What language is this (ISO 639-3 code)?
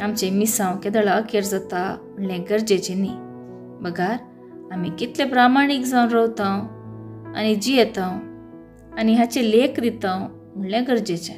kok